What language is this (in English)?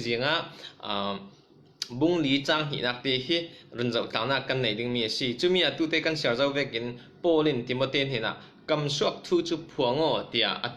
Falam Chin